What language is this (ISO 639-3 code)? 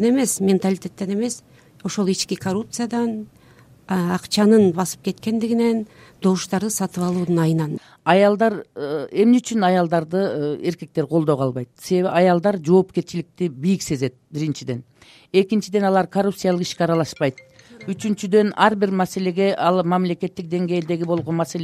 kir